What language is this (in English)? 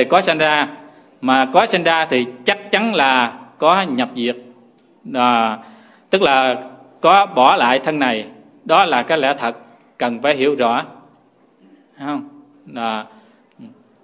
Vietnamese